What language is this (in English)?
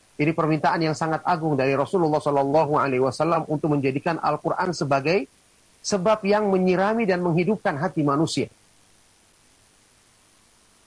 Indonesian